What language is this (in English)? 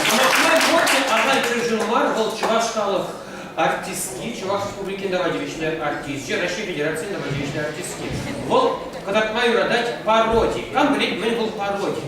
Chuvash